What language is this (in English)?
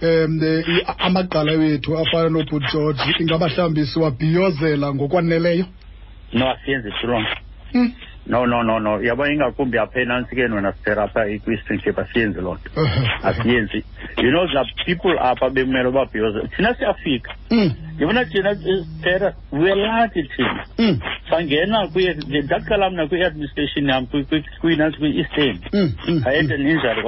Xhosa